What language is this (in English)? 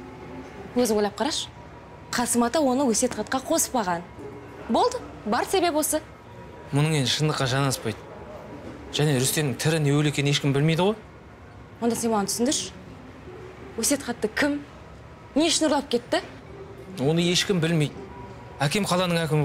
Kazakh